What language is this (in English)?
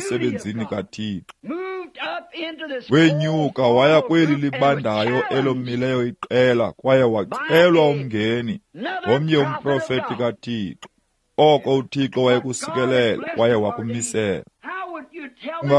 Xhosa